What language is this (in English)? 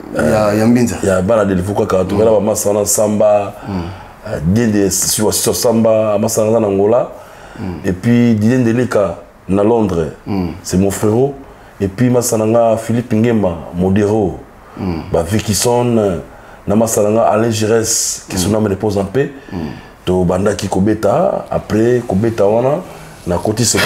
Lingala